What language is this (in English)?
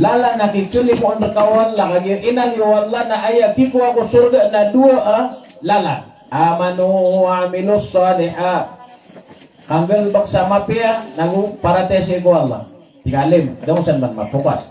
Maranao